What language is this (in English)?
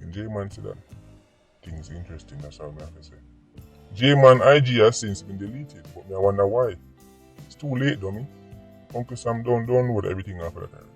Jamaican Creole English